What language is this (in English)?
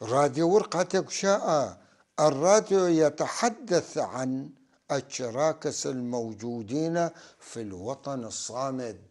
North Levantine Arabic